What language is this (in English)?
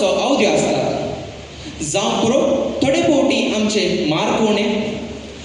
Konkani